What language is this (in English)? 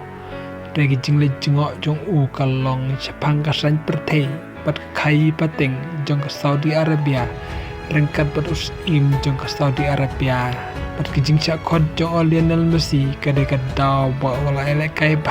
Khasi